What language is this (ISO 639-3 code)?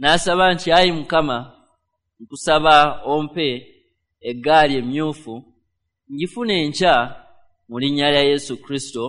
lug